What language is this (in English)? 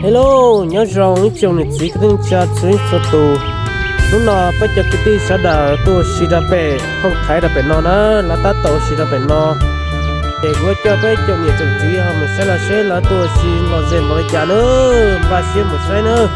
Hmong